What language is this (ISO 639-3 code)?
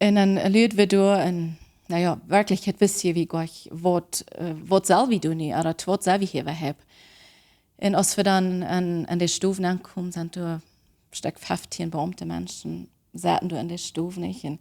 pdt